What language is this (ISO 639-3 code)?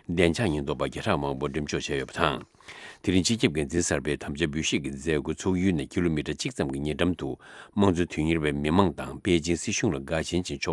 bod